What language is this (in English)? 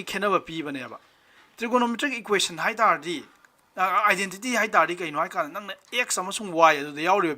Manipuri